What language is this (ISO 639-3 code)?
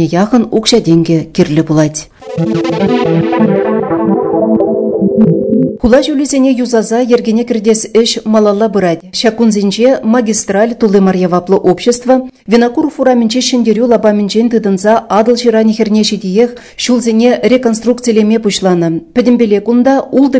chv